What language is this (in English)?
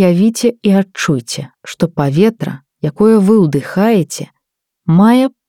Belarusian